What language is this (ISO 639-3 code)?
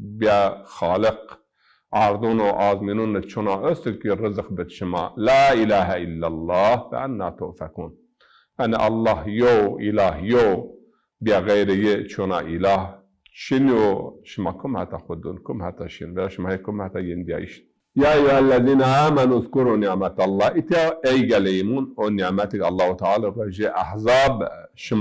zza